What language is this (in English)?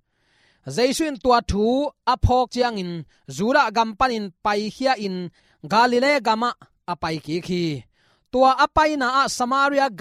Tedim Chin